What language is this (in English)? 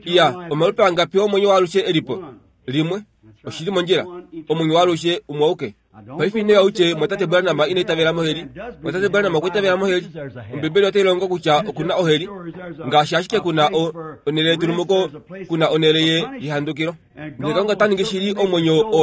Kuanyama